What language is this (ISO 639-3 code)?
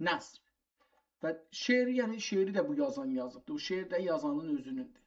azb